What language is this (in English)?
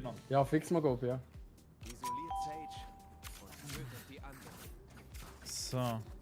Swiss German